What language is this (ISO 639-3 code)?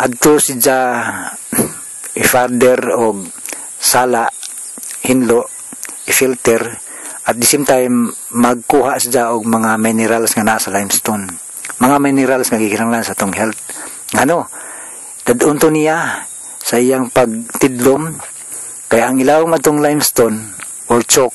ceb